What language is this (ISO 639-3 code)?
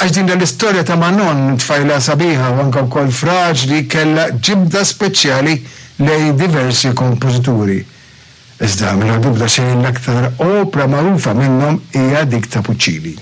mlt